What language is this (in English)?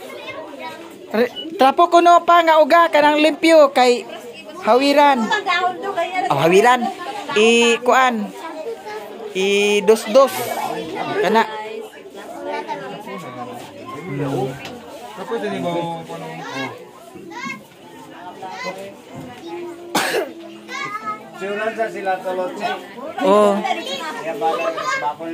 Cebuano